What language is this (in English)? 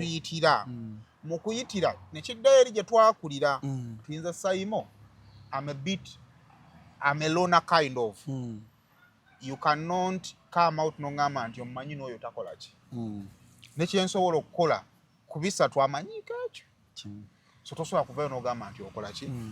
Ganda